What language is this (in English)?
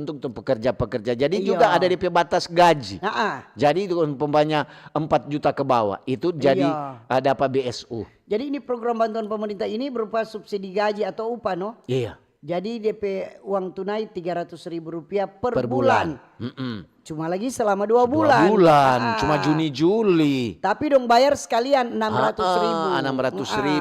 Manado Malay